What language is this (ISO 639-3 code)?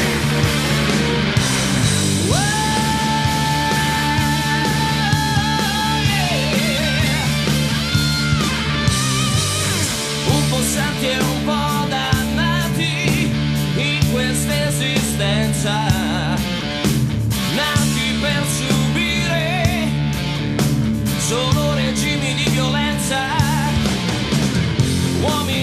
ita